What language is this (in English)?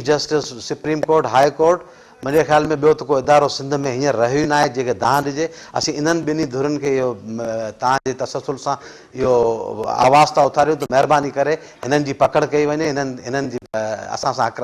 Sindhi